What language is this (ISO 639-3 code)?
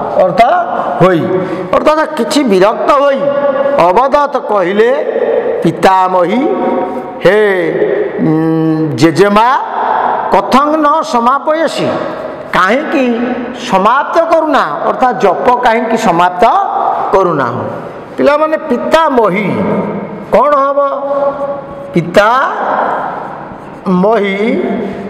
ori